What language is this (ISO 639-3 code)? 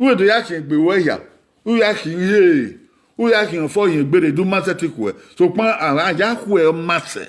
bin